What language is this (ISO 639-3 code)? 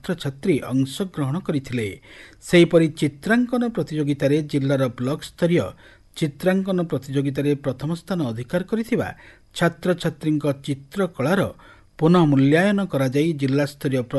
ori